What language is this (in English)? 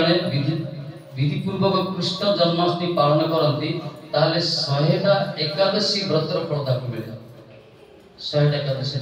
Odia